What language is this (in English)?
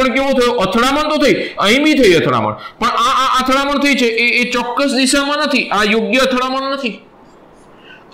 Gujarati